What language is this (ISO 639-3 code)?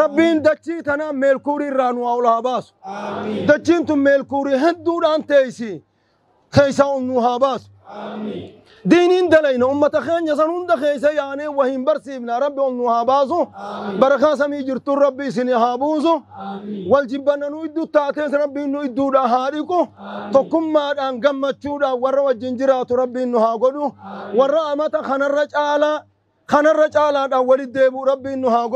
orm